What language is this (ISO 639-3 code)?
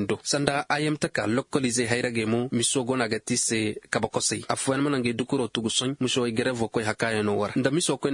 ses